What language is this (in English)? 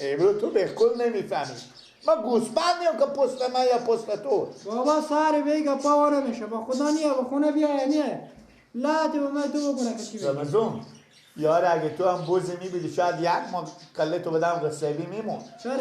Persian